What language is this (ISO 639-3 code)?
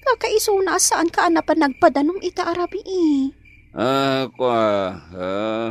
ilo